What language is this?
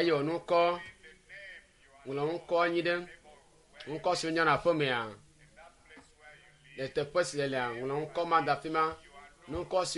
Ewe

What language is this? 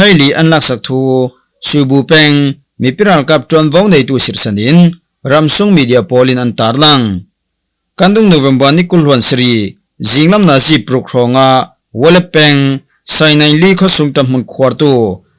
Falam Chin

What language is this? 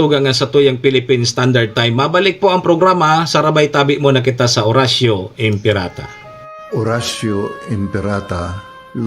Bikol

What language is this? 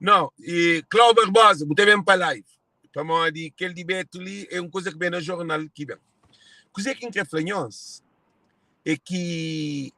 Kabuverdianu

